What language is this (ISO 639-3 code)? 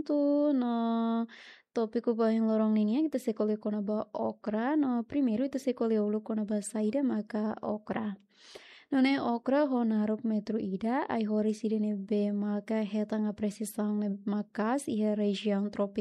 tet